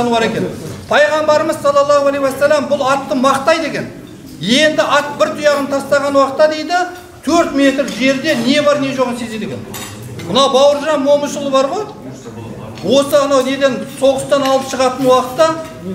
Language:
Kyrgyz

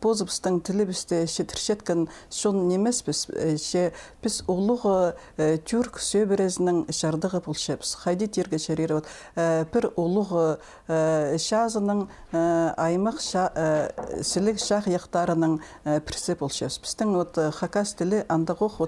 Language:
Khakas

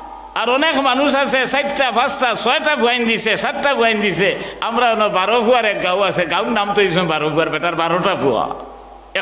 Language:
Sylheti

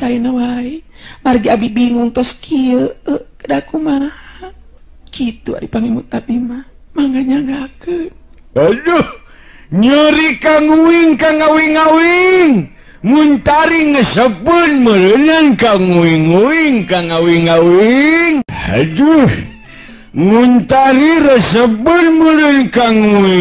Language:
Sundanese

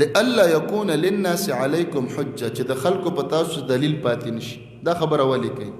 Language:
Pashto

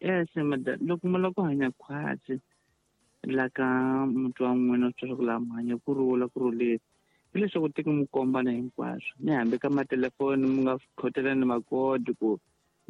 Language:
Tsonga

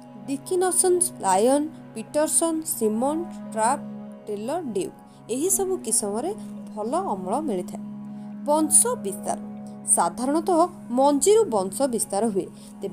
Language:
Odia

